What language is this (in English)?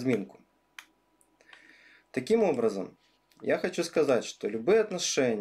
Russian